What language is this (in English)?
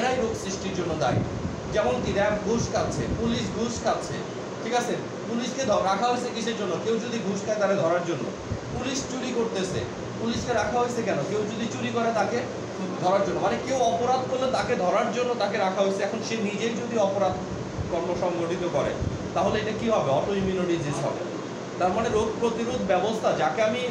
Bangla